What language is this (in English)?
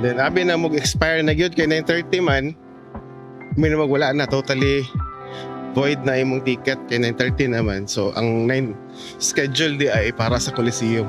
Cebuano